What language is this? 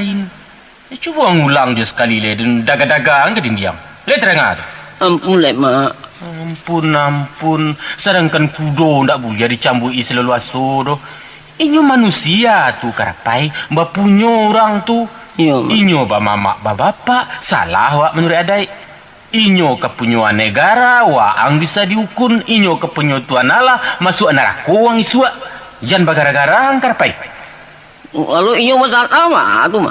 Minangkabau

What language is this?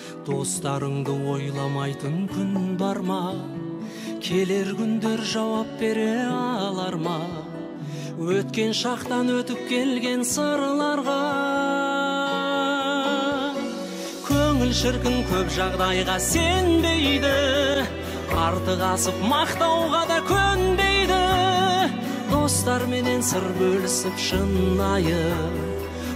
Kazakh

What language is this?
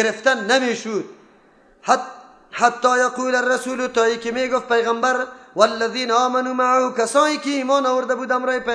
Persian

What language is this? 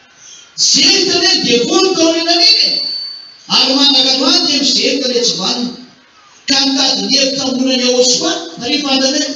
Malagasy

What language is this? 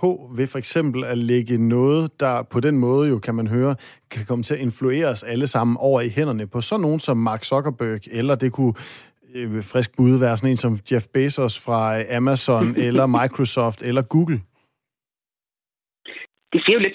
Danish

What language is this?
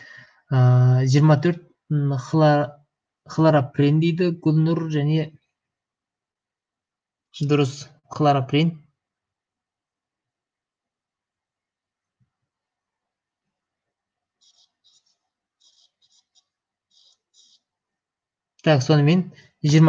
Kazakh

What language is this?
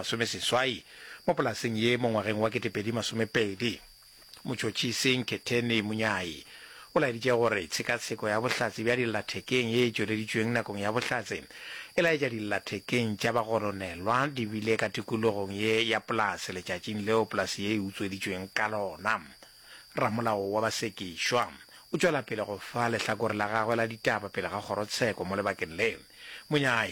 Northern Sotho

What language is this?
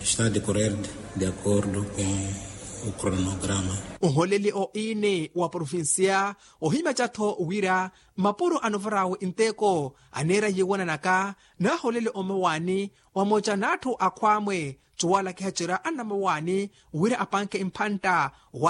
Makhuwa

